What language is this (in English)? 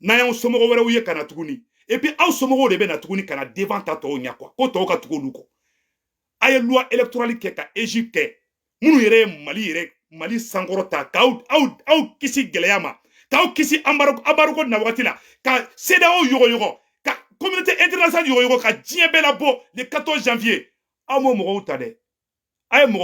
Bambara